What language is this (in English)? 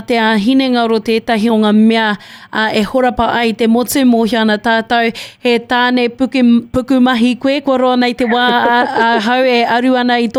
Māori